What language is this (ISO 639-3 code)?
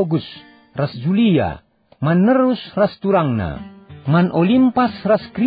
btx